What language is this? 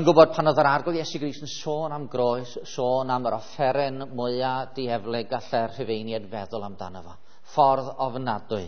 Welsh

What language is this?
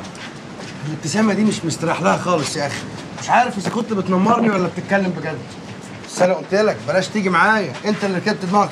Egyptian Arabic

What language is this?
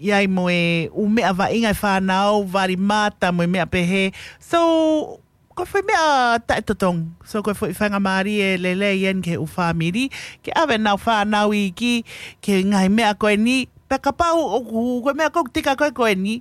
Tongan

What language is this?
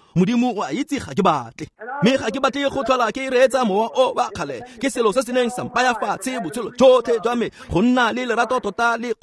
Tswana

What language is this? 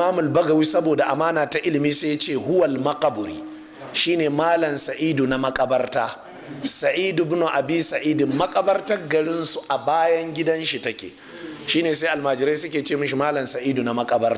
Hausa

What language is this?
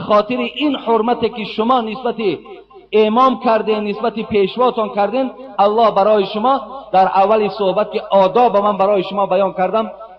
Tajik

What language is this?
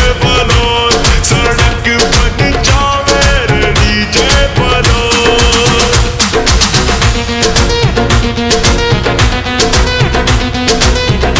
Haryanvi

